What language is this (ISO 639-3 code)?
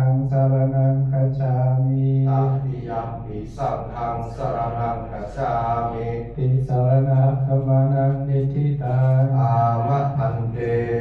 pli